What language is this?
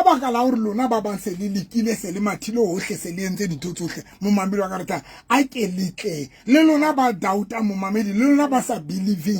Southern Sotho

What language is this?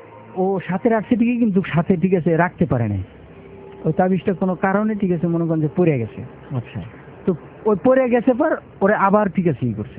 Bangla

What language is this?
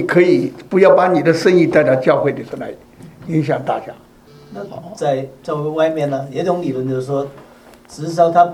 Chinese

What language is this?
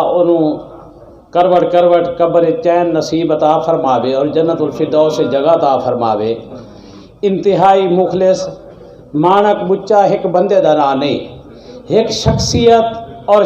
Saraiki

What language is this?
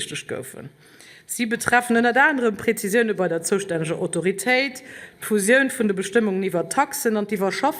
Luxembourgish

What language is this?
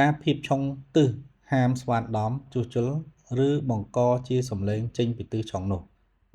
Khmer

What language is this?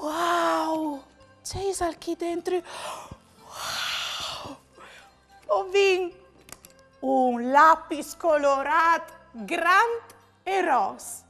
Friulian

